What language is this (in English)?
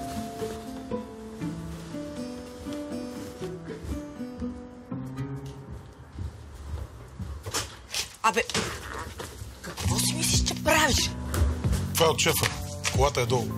Bulgarian